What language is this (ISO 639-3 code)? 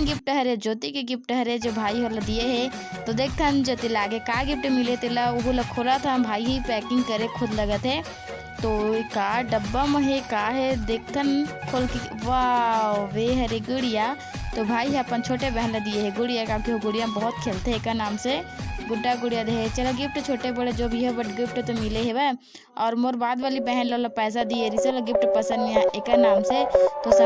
hne